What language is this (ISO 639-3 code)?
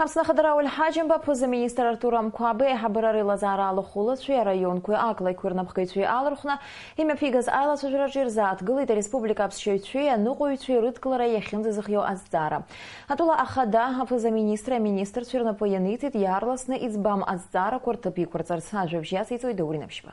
abk